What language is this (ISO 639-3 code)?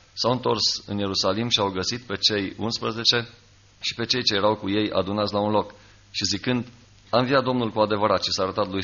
ron